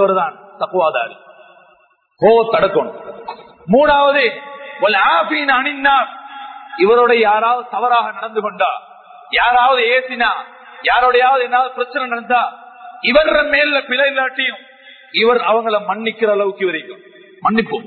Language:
Tamil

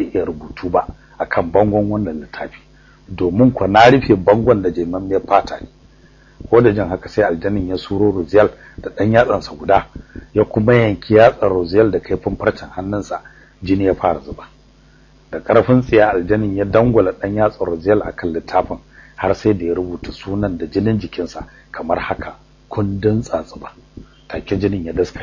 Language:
Hausa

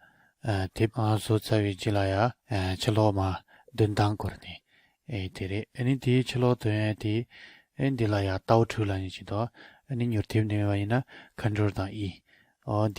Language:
Tibetan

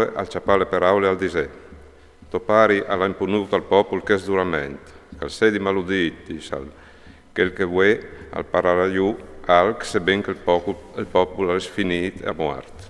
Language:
Friulian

